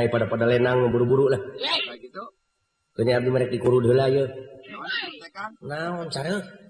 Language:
Sundanese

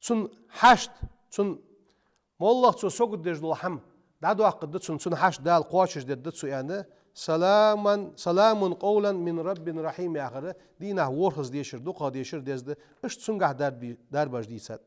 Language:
Ingush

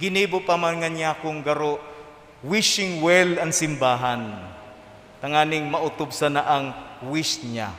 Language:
Bikol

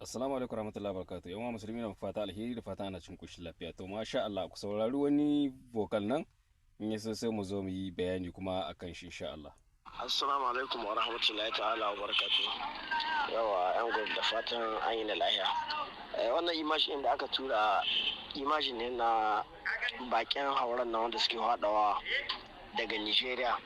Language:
Hausa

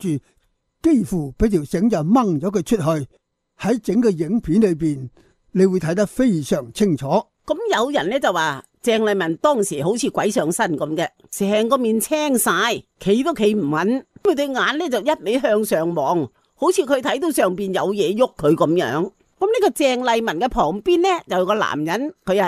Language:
Cantonese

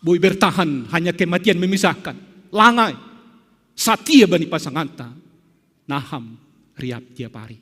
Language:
Batak Simalungun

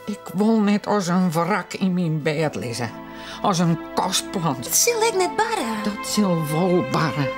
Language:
Western Frisian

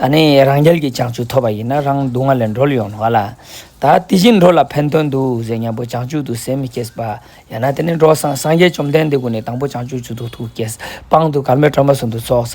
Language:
Ladakhi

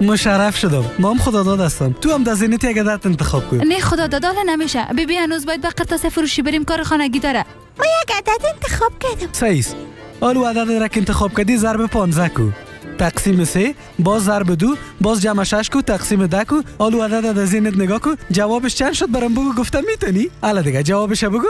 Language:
Persian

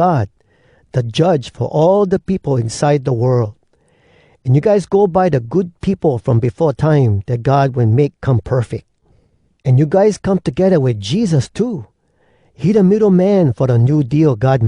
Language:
Hawai'i Creole English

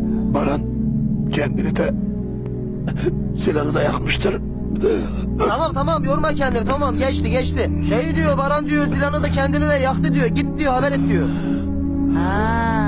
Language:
Turkish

